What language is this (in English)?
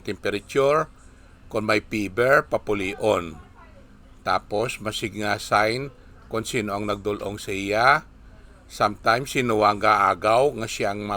Hiligaynon